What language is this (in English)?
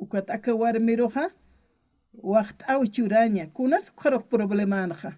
Aymara